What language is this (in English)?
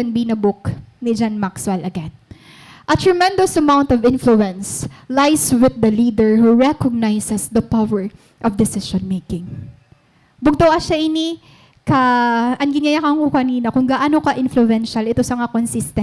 Waray